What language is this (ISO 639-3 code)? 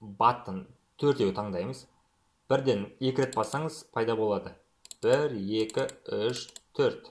kaz